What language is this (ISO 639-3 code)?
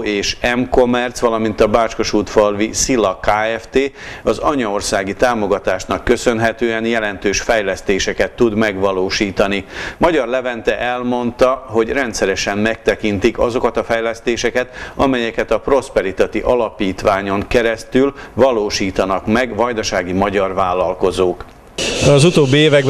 hun